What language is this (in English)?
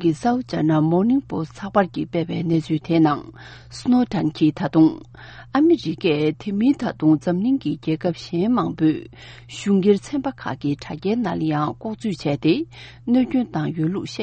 Tibetan